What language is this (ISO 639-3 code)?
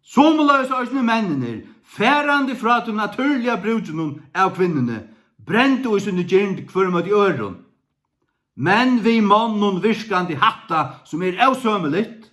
fao